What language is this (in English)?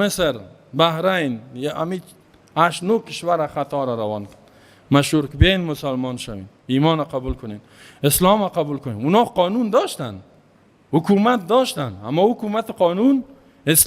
Persian